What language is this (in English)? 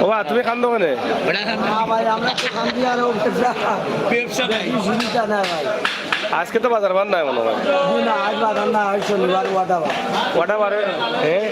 Sylheti